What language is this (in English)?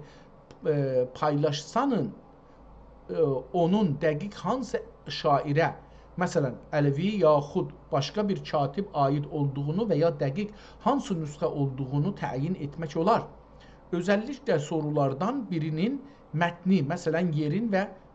South Azerbaijani